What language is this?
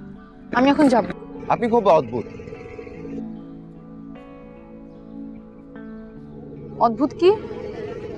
Bangla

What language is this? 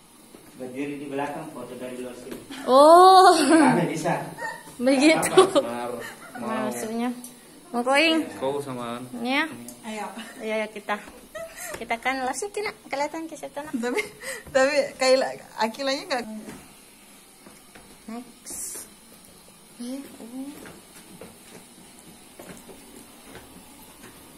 Indonesian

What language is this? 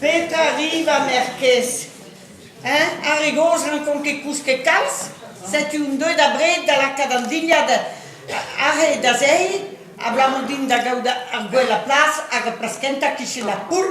Breton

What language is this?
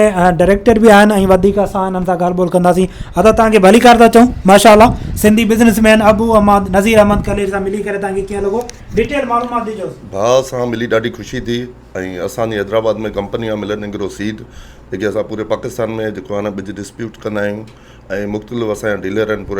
Sindhi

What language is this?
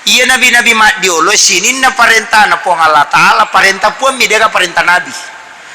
Buginese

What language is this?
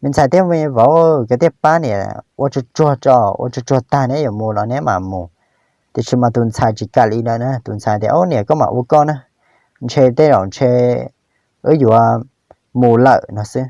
Hmong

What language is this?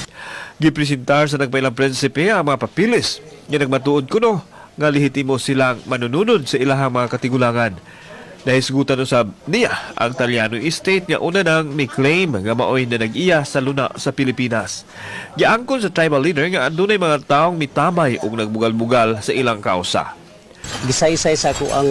Cebuano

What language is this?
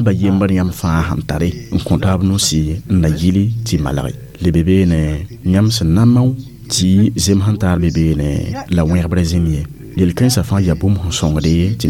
Mossi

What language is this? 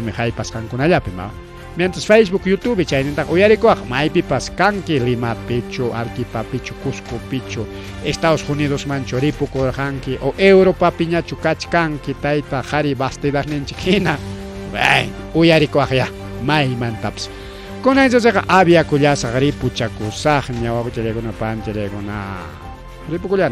Ayacucho Quechua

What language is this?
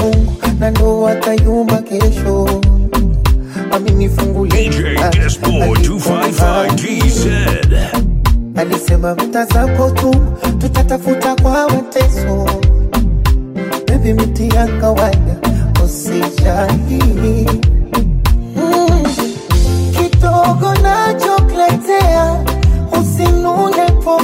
Swahili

